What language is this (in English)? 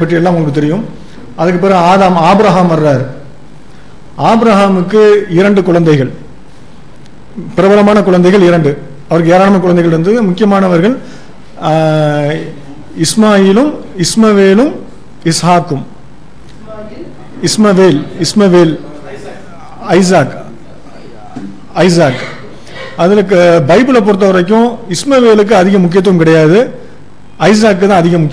Tamil